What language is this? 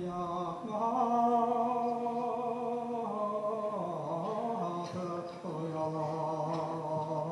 Bashkir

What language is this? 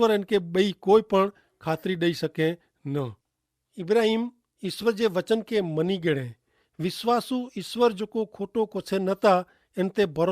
Kachhi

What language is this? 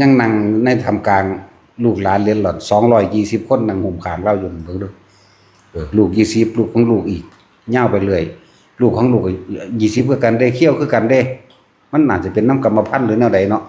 Northeastern Thai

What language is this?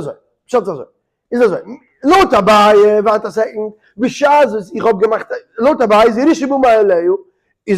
Yiddish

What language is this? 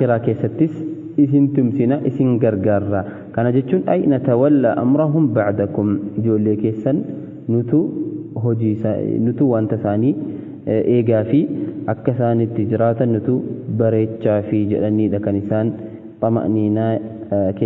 Oromo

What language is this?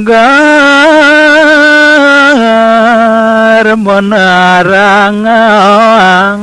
Balinese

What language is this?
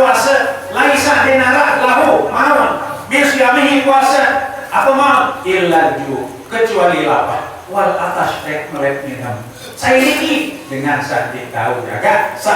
Sasak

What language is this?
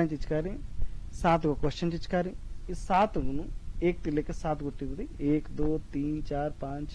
Kurukh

